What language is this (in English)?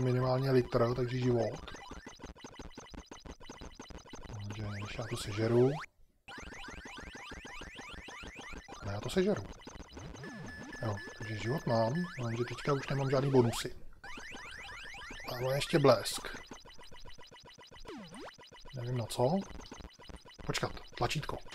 Czech